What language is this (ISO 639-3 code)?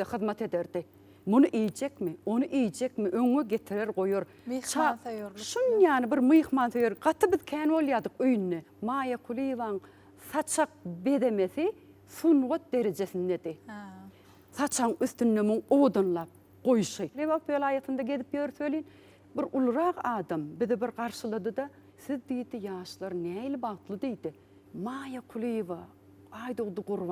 tuk